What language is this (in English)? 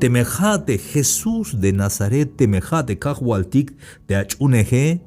Tzeltal